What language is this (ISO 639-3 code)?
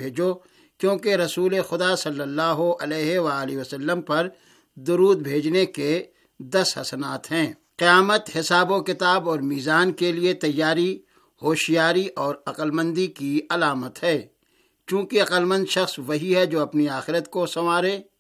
urd